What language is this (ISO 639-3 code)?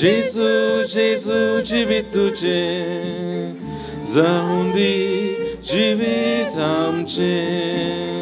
kok